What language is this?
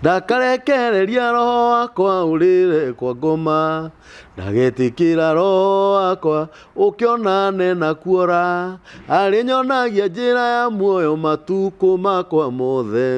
Kikuyu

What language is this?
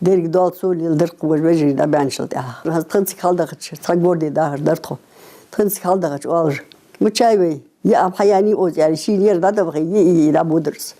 Ingush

